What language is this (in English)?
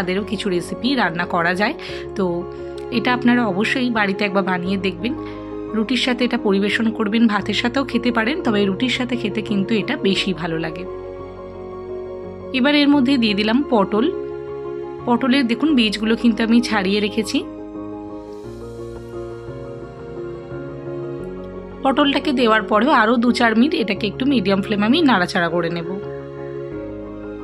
Bangla